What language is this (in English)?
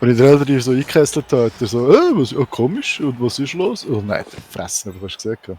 Swiss German